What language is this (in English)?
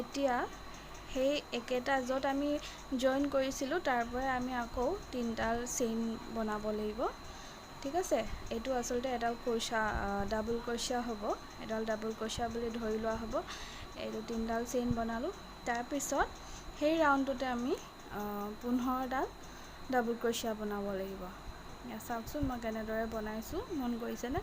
Assamese